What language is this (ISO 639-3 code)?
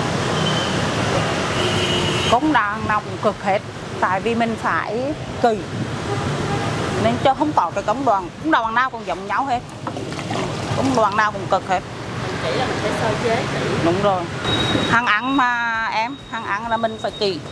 vie